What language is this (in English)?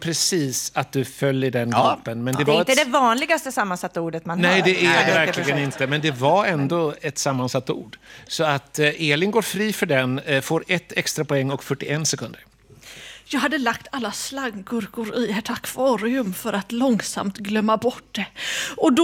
Swedish